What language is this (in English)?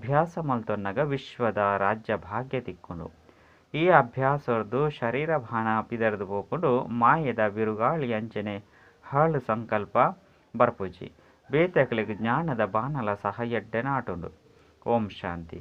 Tulu